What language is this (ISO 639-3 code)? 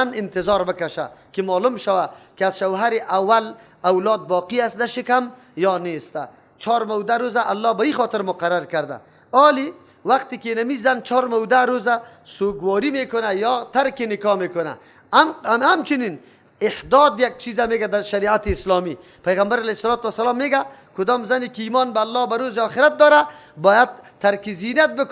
fas